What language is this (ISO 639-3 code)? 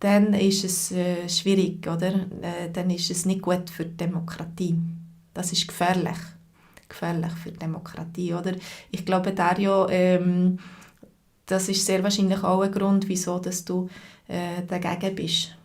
gsw